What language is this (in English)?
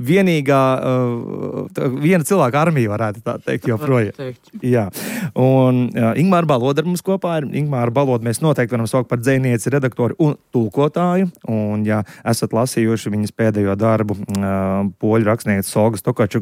Latvian